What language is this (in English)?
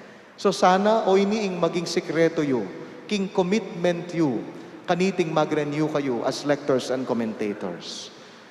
Pampanga